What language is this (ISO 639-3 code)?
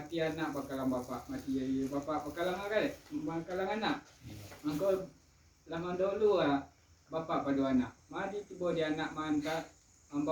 min